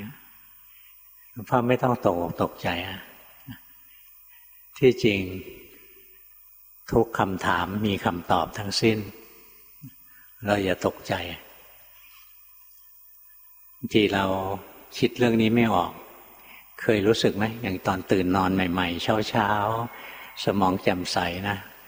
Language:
Thai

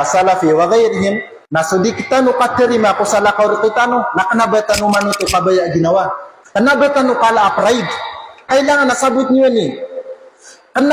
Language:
Maranao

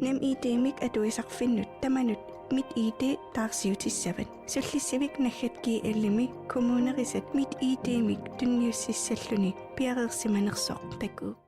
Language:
Kalaallisut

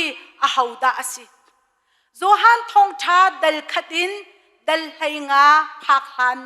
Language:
Hakha Chin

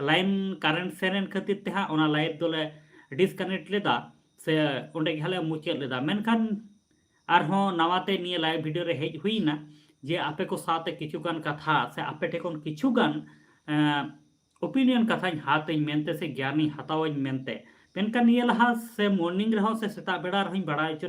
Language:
Santali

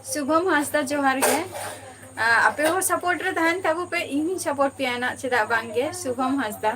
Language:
Santali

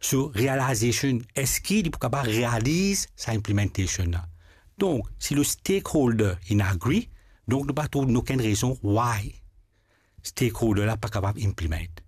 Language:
Morisyen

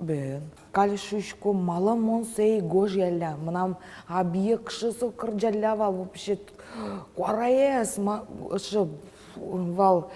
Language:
Udmurt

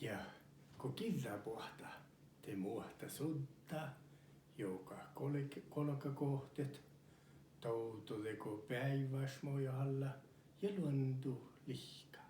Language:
Northern Sami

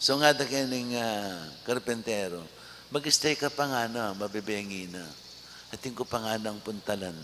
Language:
Pampanga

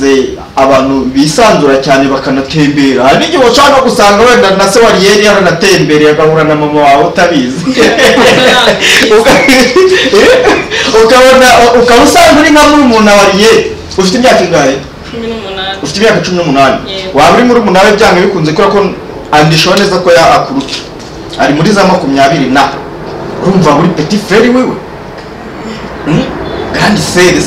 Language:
Kinyarwanda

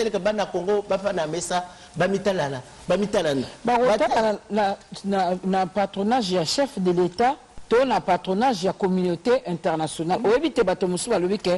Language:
Lingala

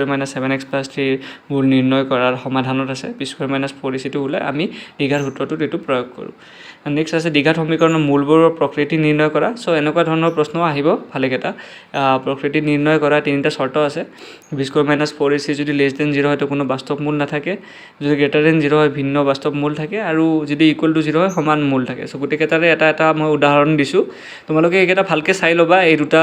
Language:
Assamese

